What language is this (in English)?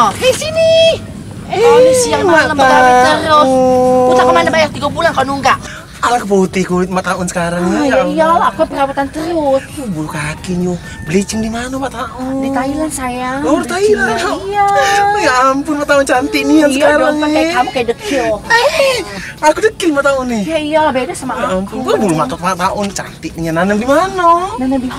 Musi